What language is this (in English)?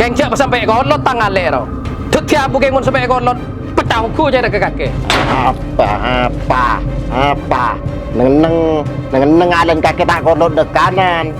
Madurese